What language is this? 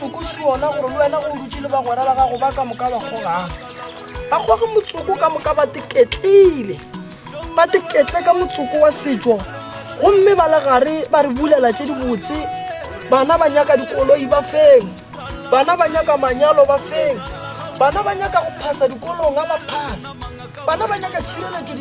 Northern Sotho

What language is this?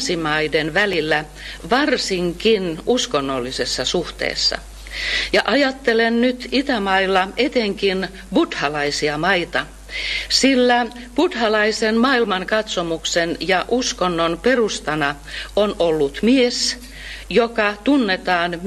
Finnish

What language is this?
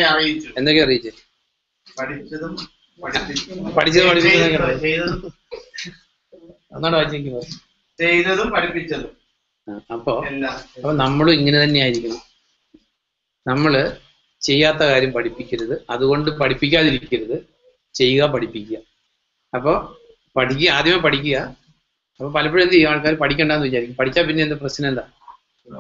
Malayalam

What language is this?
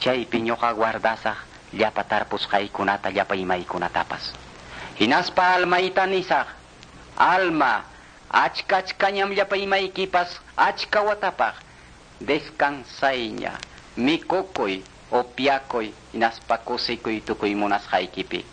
Quechua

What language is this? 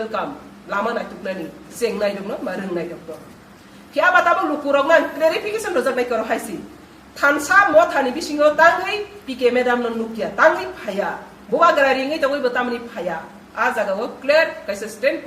Kok Borok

